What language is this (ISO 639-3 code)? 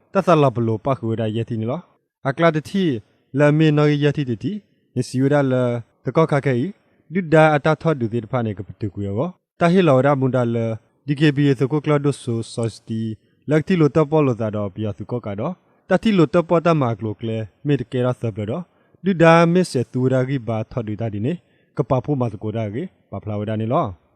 ksw